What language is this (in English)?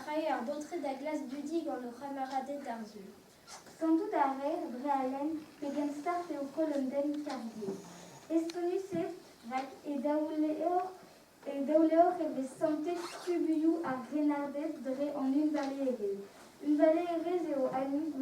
Breton